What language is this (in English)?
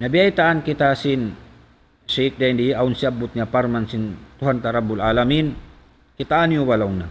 Tausug